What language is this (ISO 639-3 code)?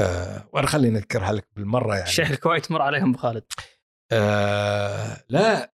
afb